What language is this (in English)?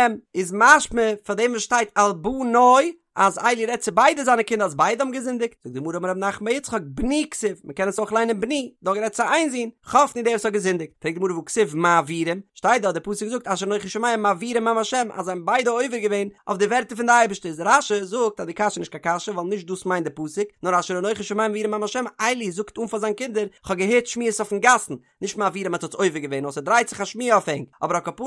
Yiddish